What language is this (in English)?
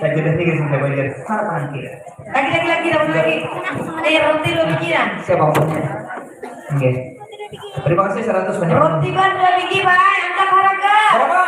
Banjar